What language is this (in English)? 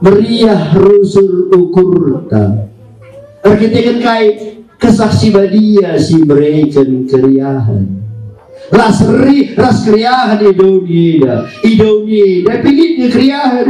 Batak Karo